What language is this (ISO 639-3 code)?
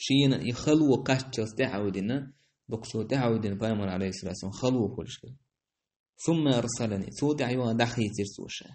che